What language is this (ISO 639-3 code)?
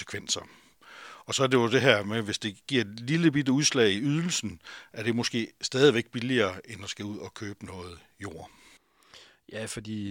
dan